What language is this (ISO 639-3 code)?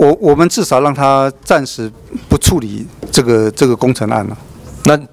zho